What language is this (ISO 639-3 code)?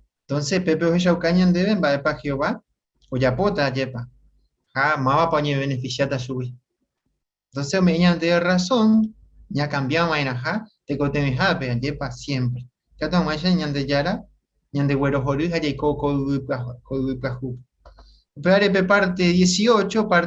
grn